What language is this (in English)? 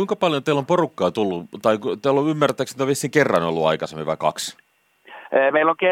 Finnish